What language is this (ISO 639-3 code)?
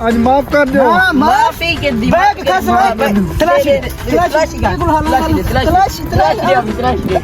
skr